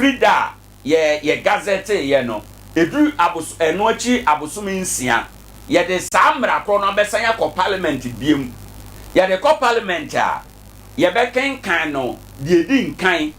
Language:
Akan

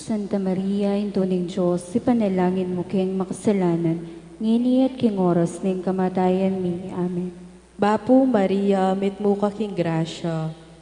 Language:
Pampanga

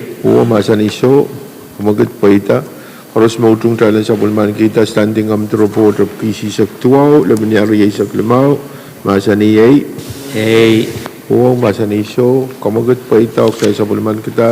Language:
Pohnpeian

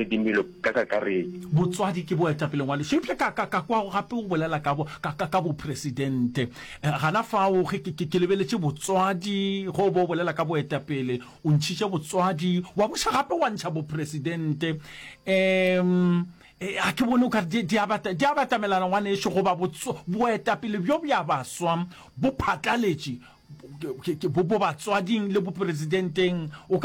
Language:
Northern Sotho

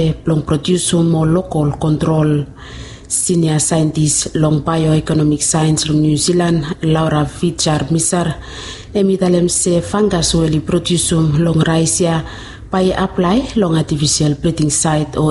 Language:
Bislama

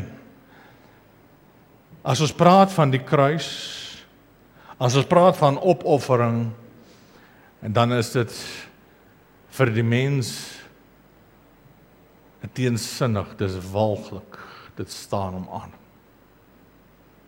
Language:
Afrikaans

